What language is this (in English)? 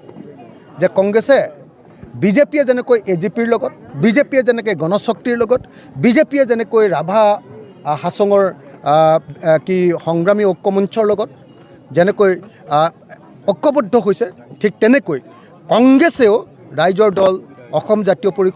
Assamese